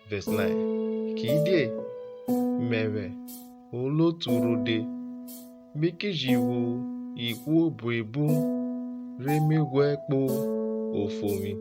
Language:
Urhobo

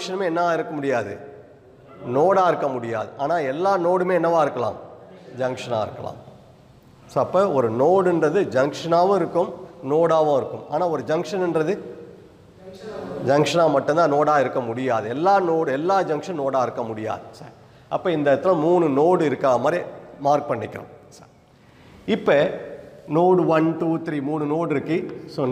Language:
Tamil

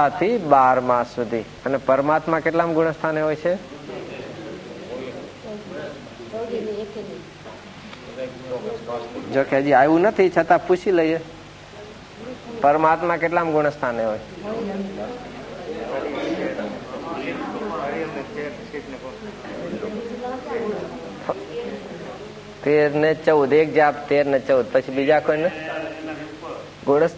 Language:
Gujarati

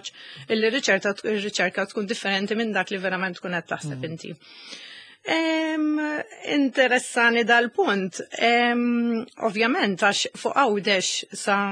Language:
Maltese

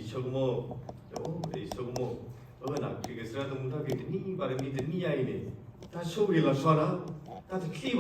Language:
S'gaw Karen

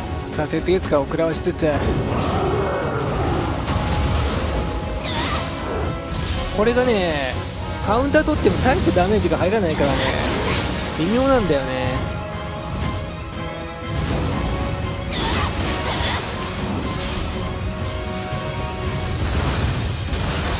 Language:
Japanese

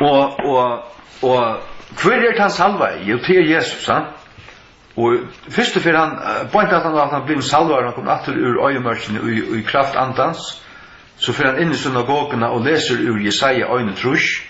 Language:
Faroese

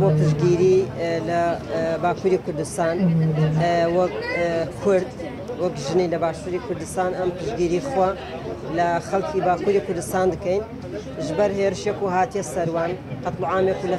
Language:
Central Kurdish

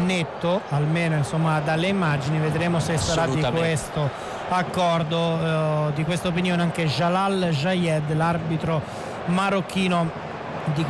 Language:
Italian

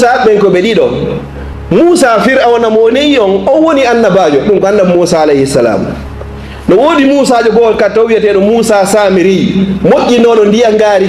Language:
Fula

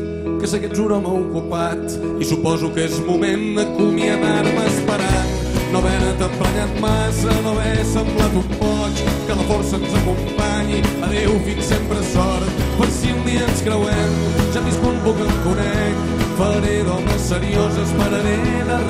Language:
Catalan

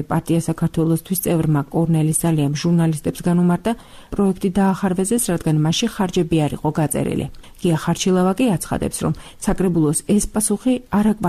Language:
Georgian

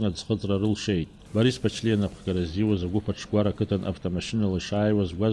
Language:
Abkhazian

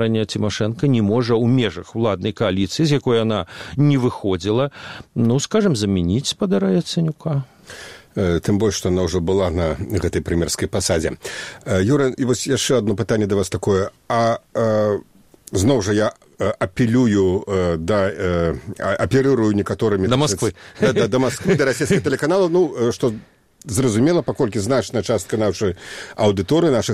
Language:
Belarusian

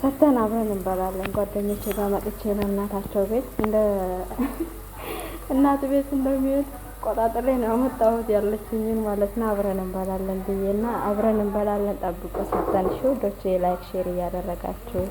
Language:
Amharic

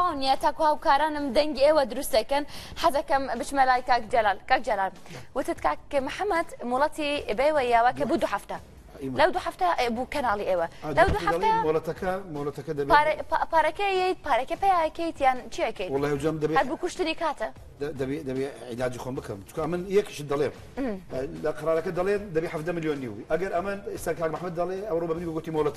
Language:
Central Kurdish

